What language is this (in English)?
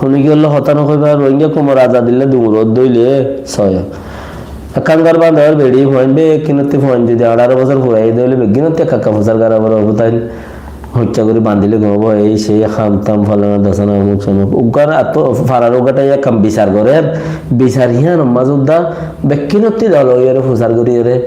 Rohingya